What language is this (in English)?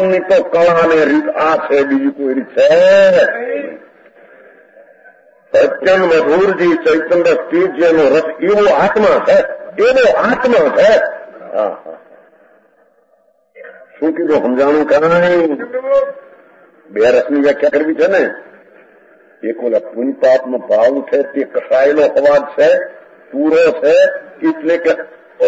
Gujarati